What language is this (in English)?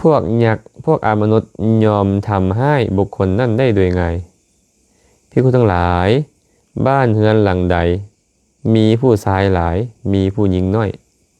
Lao